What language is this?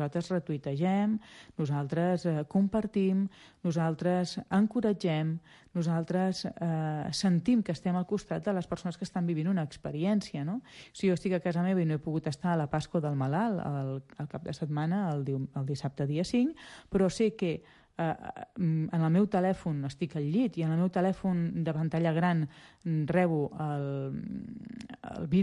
Catalan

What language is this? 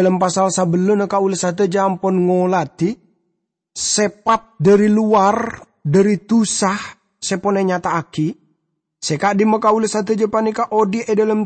Madurese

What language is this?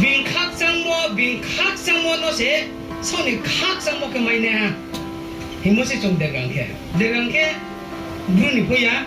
Riang (India)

